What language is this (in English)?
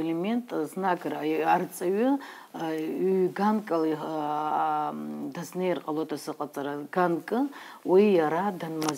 Abkhazian